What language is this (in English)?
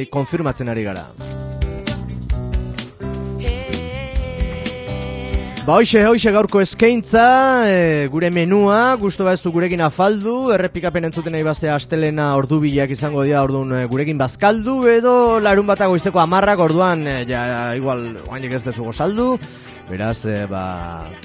Basque